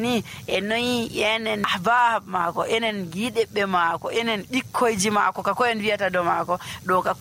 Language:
Nigerian Fulfulde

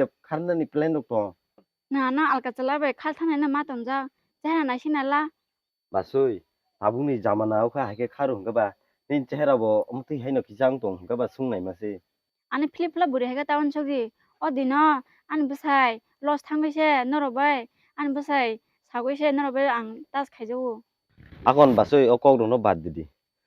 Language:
Kok Borok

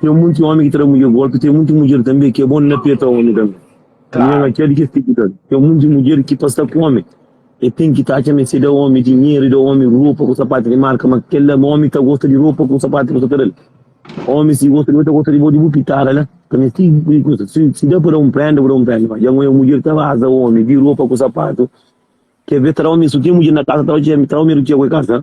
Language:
Kabuverdianu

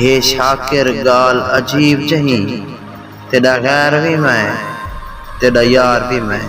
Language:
Saraiki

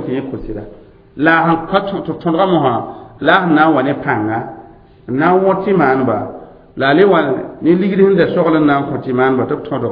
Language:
Mossi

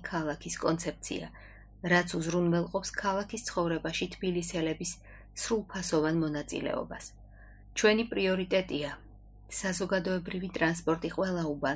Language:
Georgian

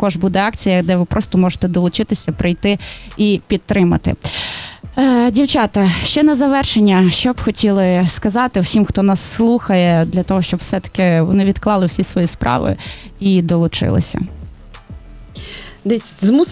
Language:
Ukrainian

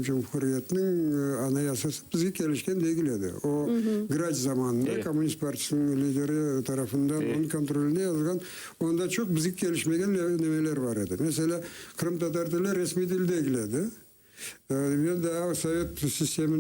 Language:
Crimean Tatar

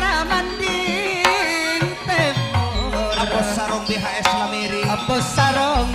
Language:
Madurese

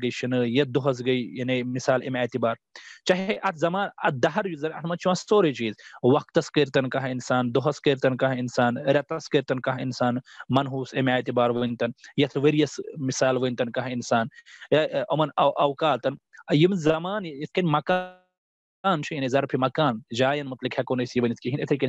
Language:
Kashmiri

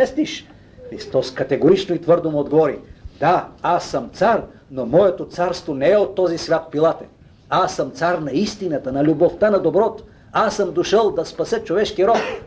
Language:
Bulgarian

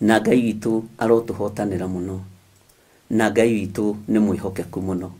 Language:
Kikuyu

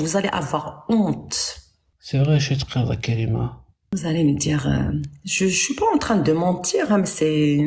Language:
Kabyle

